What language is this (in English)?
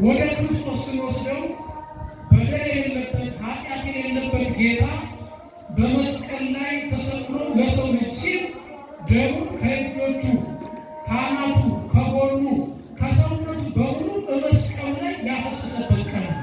Amharic